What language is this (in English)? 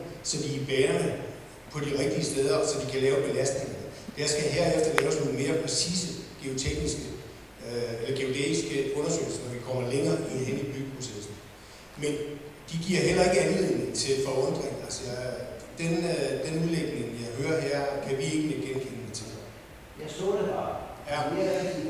Danish